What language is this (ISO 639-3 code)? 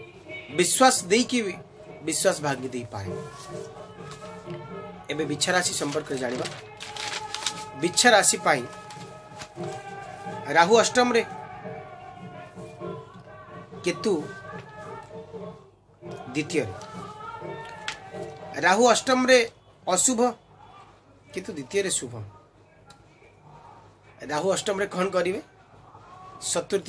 ori